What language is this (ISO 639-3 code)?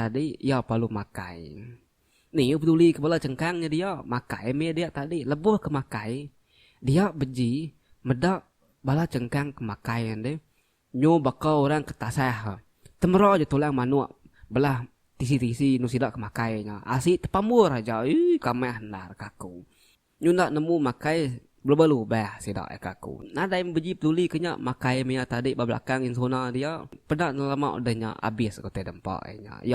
iba